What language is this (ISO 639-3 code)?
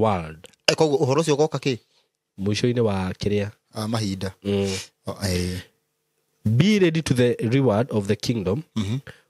kik